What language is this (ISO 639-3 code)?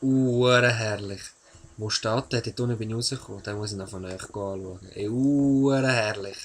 gsw